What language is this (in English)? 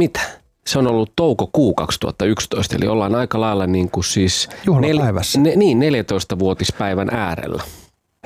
Finnish